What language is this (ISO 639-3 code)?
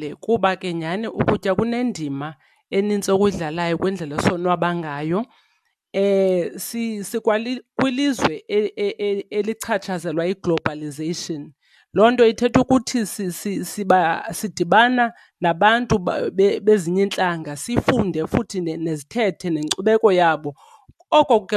xho